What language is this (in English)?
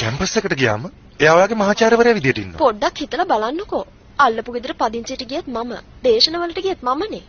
Sinhala